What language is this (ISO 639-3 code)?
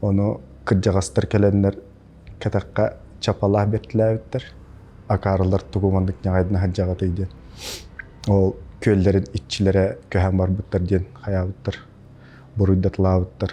sah